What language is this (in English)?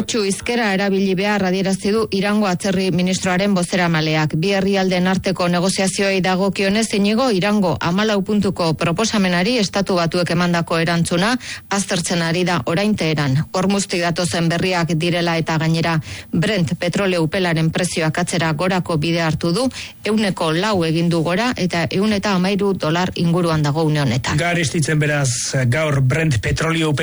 Basque